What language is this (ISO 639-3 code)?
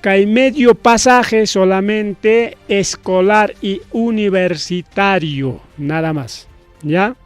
quy